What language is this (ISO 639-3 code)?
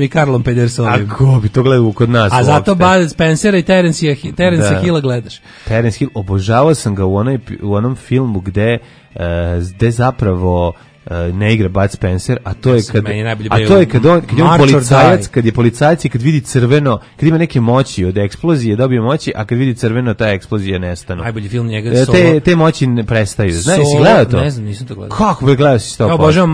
srp